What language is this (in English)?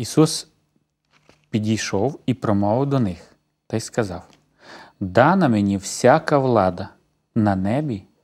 Ukrainian